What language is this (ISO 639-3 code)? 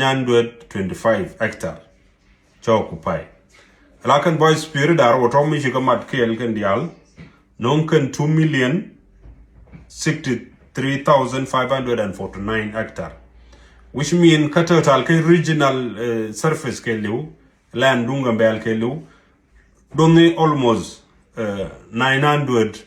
nus